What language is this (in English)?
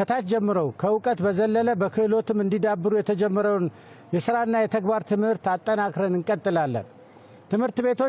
Amharic